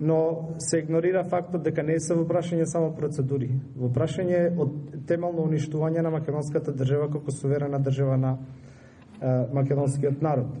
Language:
Macedonian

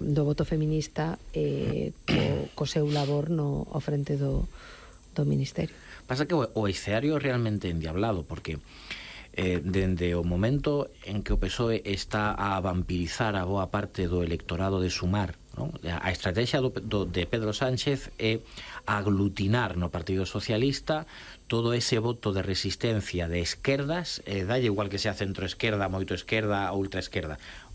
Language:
Galician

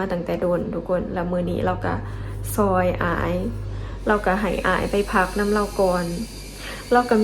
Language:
Lao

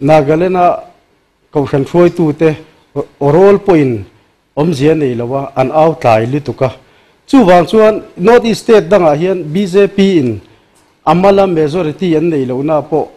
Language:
Mizo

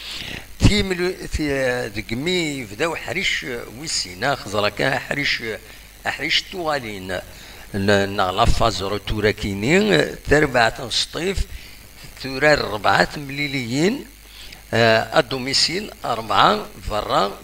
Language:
Kabyle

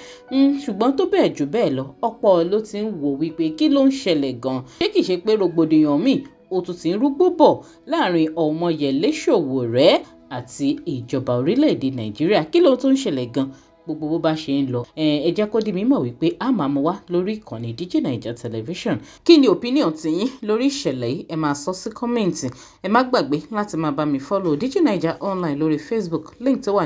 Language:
Yoruba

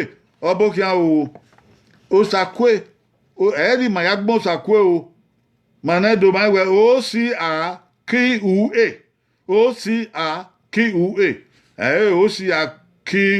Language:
Bini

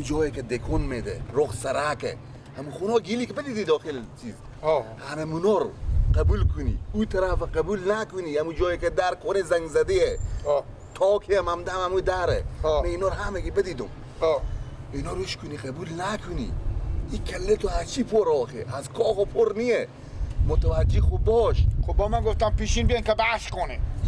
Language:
Persian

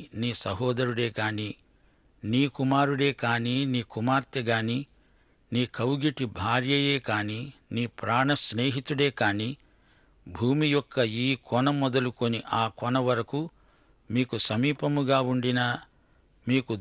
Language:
Telugu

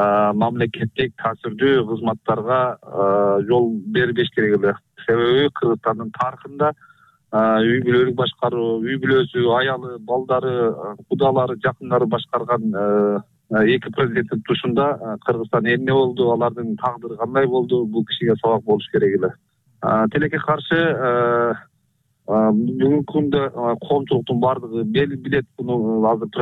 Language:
Kyrgyz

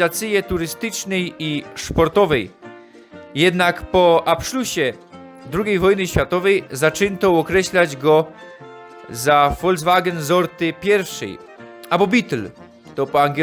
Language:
Silesian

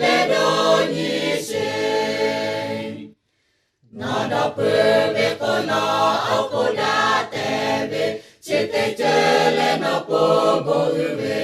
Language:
Lahu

